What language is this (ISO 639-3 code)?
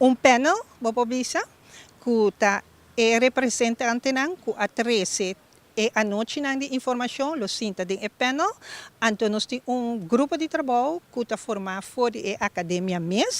pap